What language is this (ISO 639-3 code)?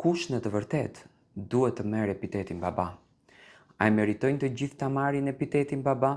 sqi